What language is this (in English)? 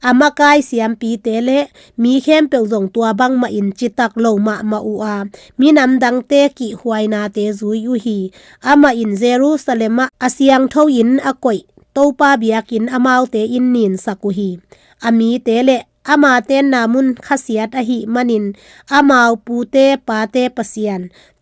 Tedim Chin